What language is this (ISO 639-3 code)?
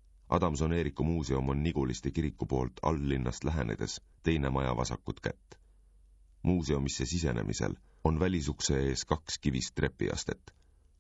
est